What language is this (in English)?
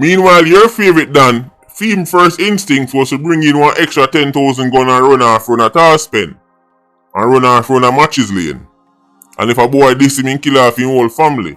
Jamaican Creole English